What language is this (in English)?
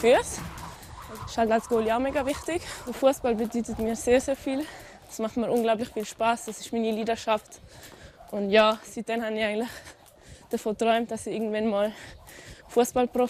Romansh